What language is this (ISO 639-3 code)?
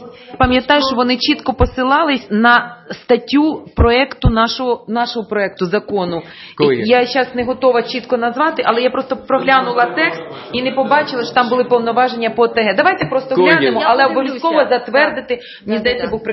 ukr